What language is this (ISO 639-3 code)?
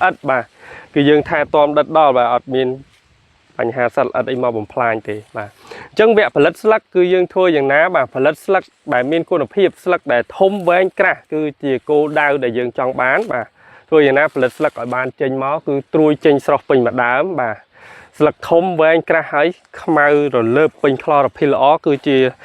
khm